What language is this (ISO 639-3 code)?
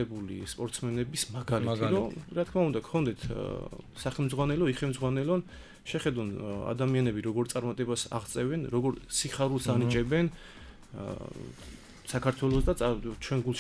kat